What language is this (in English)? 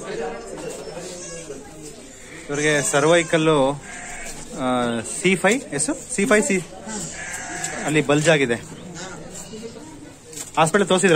Kannada